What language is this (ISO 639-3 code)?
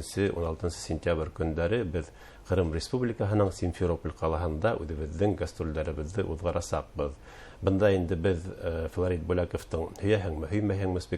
bak